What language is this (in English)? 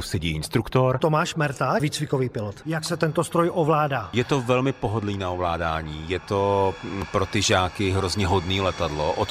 Czech